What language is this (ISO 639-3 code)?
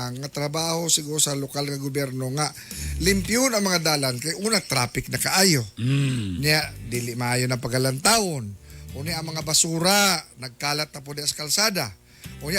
ceb